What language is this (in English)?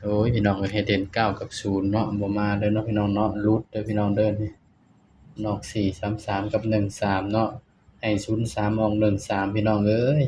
Northeastern Thai